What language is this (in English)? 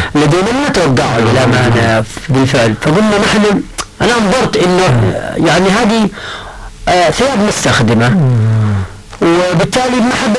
Arabic